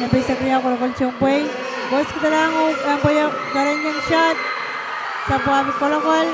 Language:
Pohnpeian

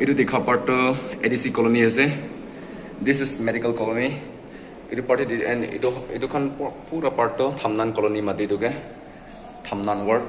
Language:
Naga Pidgin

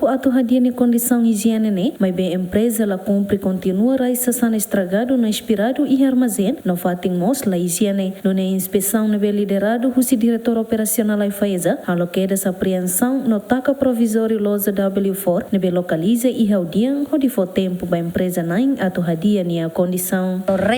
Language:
Tetum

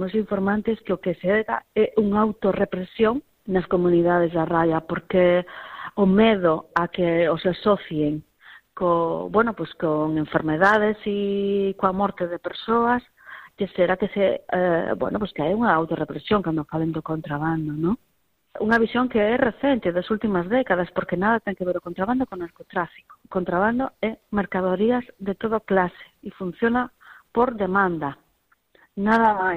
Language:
Galician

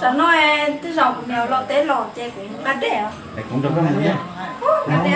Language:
Hmong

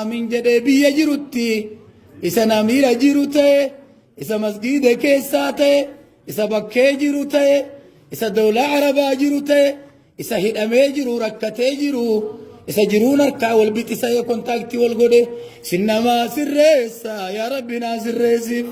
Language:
Oromo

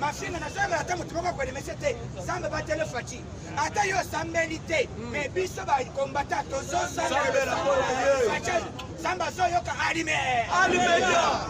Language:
Lingala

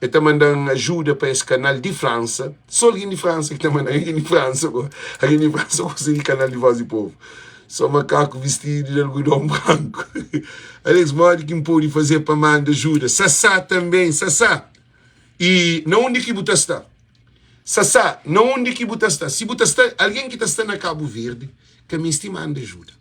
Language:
Kabuverdianu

